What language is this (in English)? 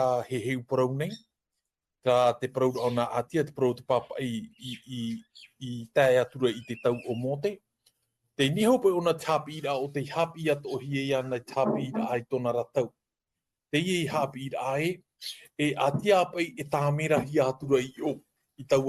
Tahitian